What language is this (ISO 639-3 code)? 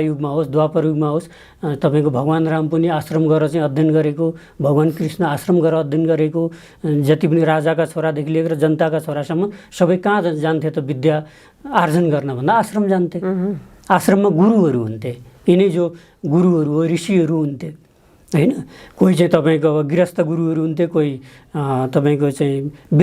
nep